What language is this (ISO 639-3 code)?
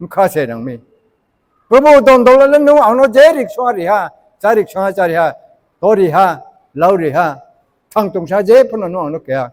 ria